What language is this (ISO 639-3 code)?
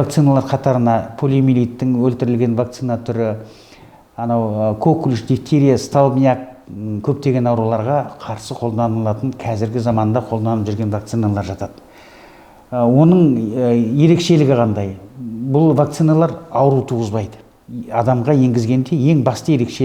kaz